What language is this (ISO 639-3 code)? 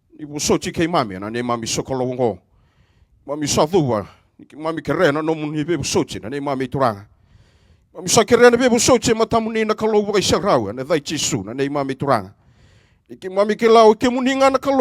fij